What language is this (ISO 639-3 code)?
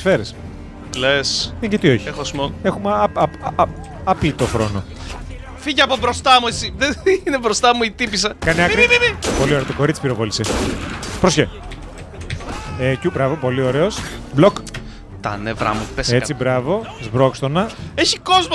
ell